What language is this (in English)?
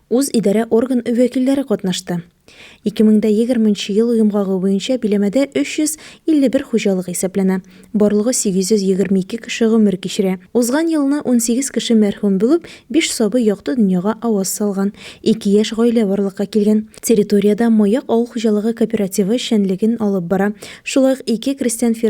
Tatar